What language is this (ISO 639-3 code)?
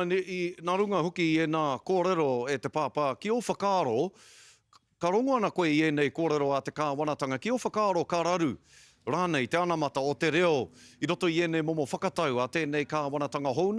mri